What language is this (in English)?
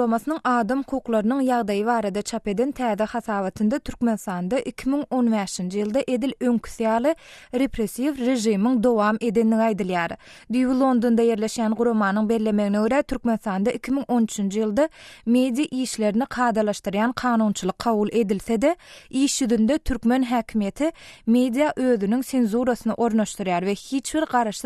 Turkmen